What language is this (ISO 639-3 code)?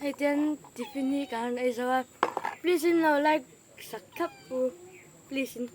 lus